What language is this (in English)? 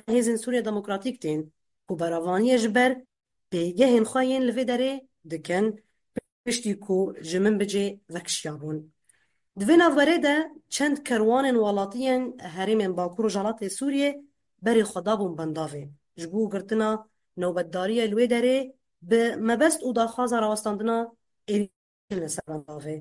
Kurdish